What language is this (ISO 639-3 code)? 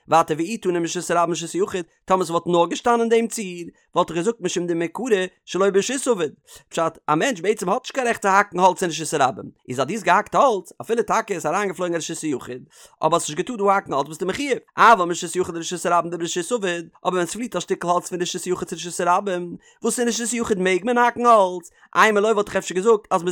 yid